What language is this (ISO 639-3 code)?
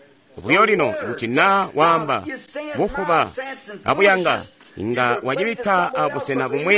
toi